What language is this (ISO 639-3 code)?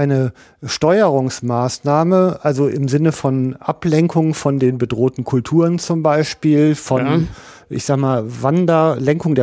deu